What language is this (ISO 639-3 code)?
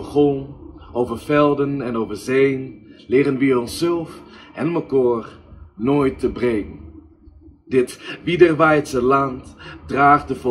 gos